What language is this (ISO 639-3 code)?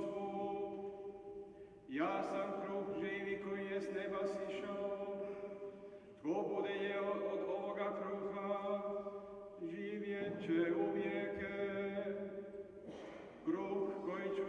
hrv